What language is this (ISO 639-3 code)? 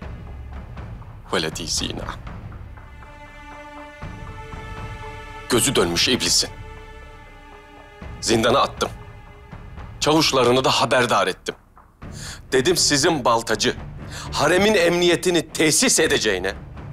tur